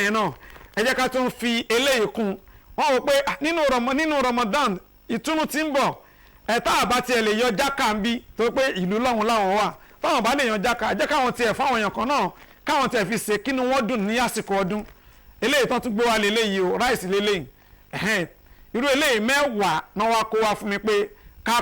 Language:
Yoruba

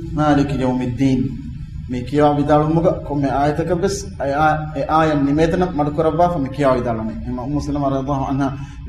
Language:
Divehi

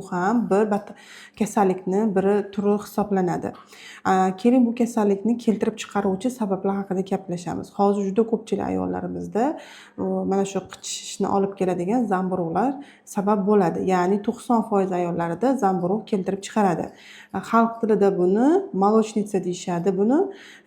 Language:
Uzbek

